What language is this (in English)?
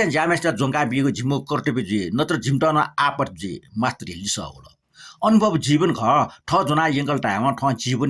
Newari